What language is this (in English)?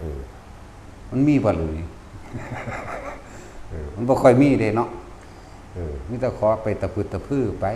Lao